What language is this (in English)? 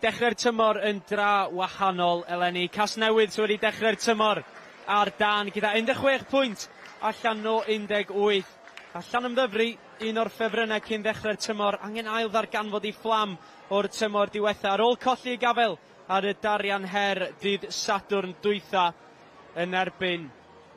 Welsh